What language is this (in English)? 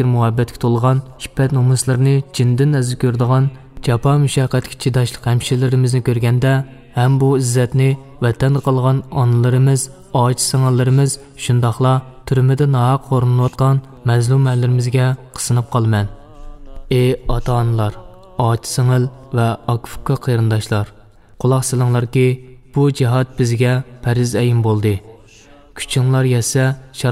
Uyghur